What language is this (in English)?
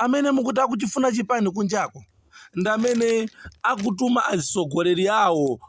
Nyanja